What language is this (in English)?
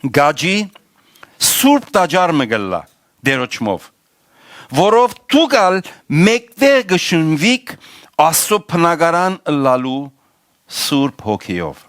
Western Armenian